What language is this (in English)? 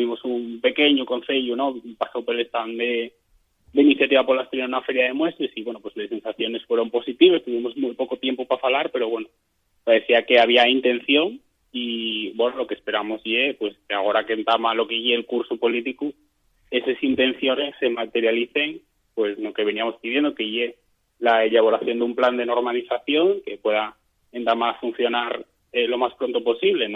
Asturian